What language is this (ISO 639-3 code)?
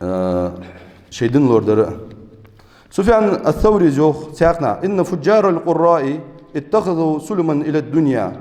inh